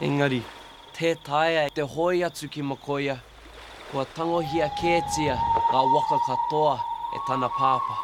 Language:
Māori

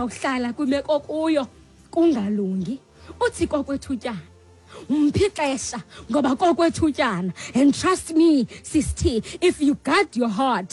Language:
Xhosa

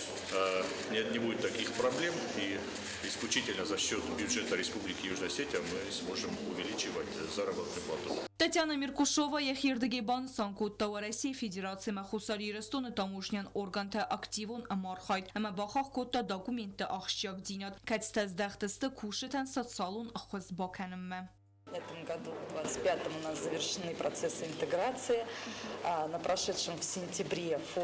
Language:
Ossetic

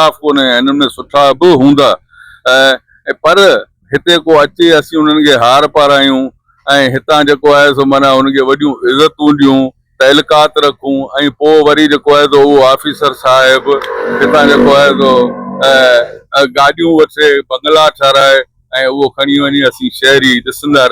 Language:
Sindhi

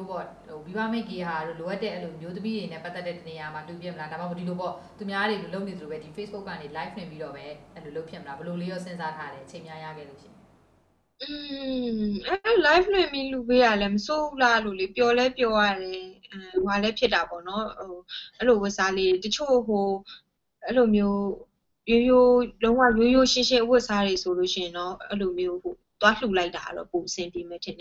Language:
Burmese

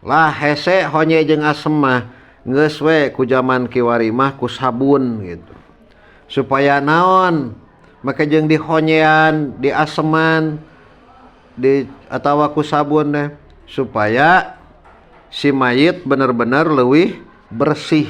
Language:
Sundanese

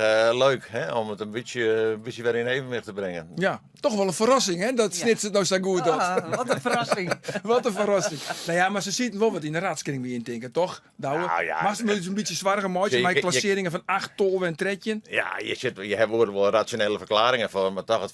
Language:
Western Frisian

